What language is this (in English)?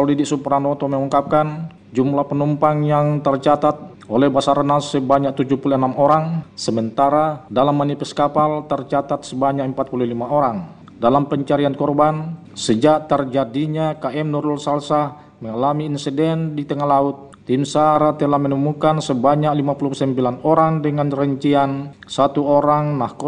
Indonesian